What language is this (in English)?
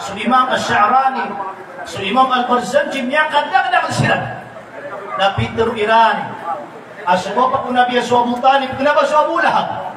Maranao